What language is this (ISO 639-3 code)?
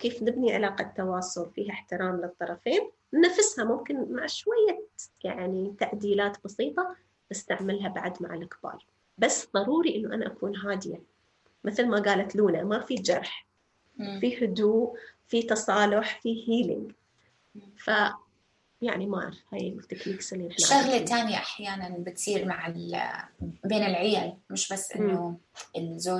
apc